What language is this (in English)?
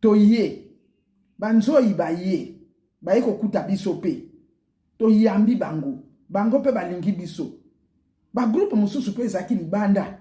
Lingala